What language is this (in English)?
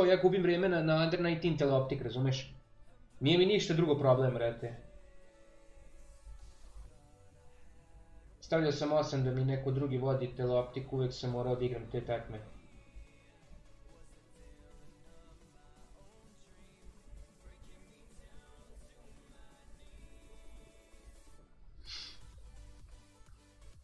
Serbian